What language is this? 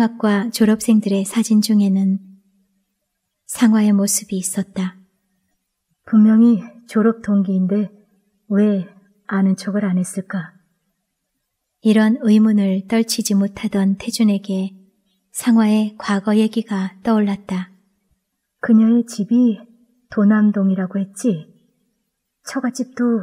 Korean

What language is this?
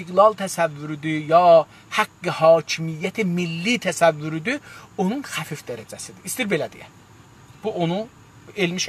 South Azerbaijani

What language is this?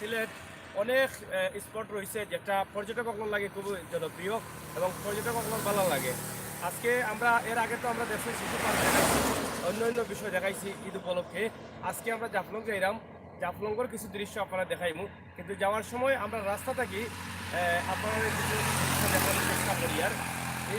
Sylheti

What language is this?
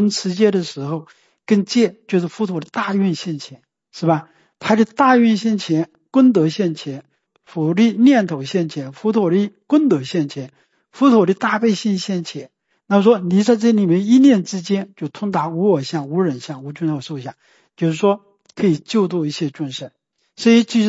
Chinese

